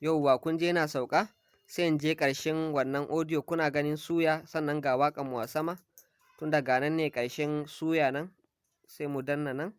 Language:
Hausa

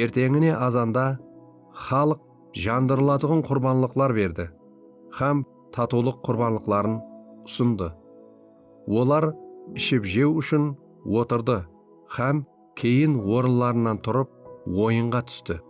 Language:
Kara-Kalpak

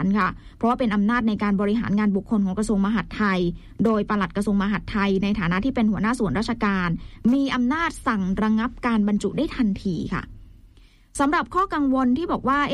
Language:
Thai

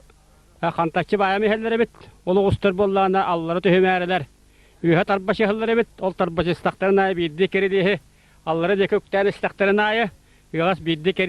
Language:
Yakut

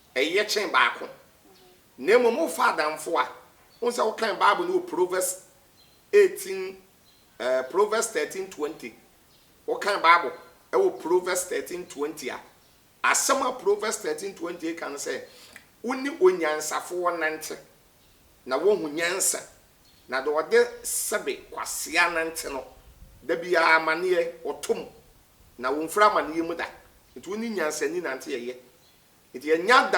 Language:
Akan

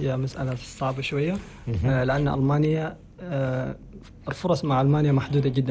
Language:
Chadian Arabic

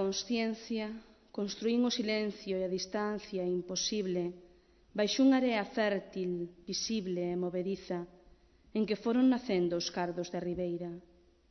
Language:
Galician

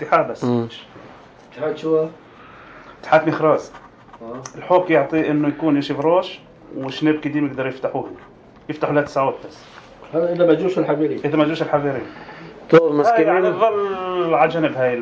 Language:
North Levantine Arabic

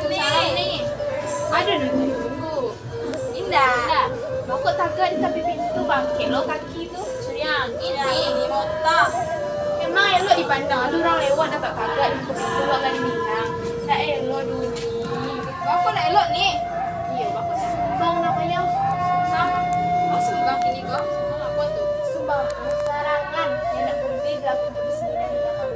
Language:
Minangkabau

